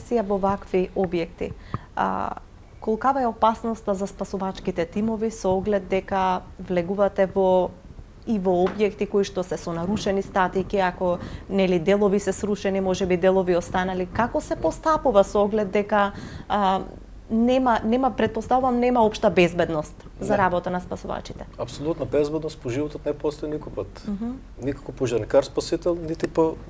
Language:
Macedonian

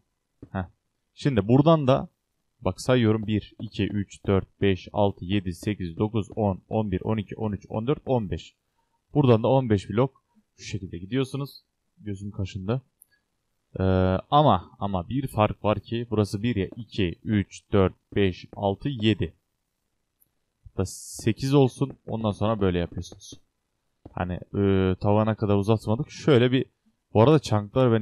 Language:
Turkish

